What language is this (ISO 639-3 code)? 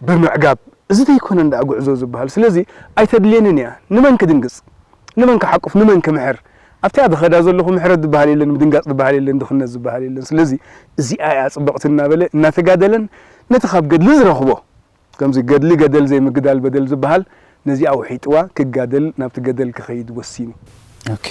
tir